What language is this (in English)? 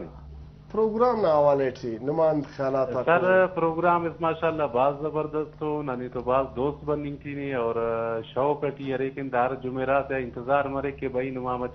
Brahui